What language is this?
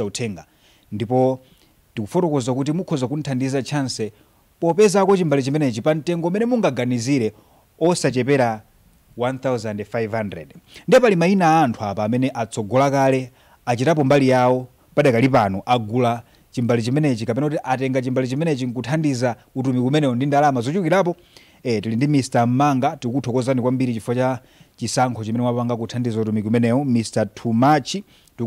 Nyanja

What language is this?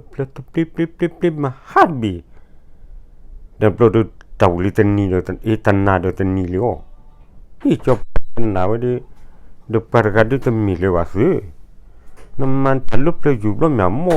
S'gaw Karen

